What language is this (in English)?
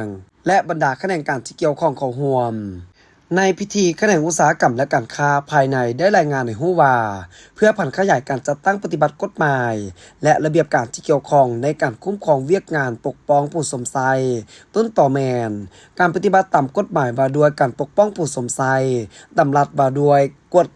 Lao